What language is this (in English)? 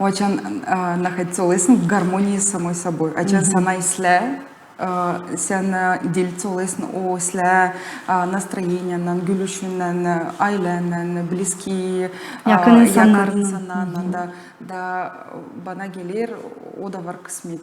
Gagauz